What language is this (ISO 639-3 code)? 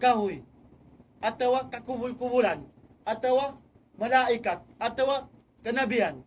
tsg